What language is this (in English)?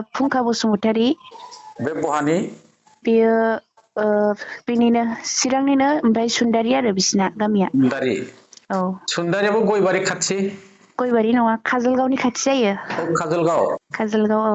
Bodo